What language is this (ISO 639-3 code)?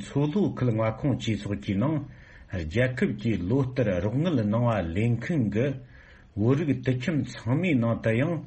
bod